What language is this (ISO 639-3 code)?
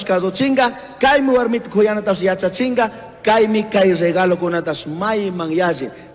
qug